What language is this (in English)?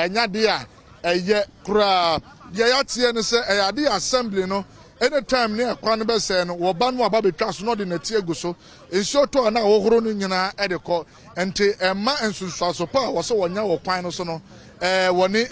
Akan